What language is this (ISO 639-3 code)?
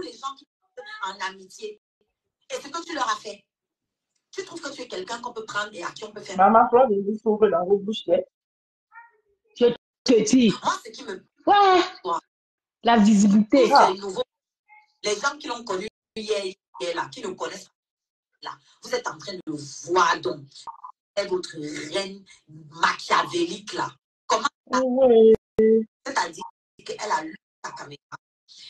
fra